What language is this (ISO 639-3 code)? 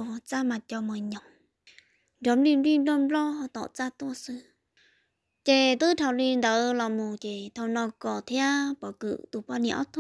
vie